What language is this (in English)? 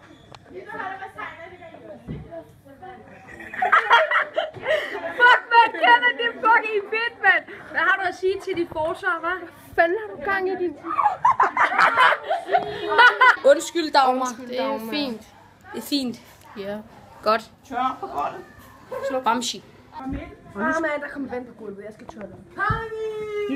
Danish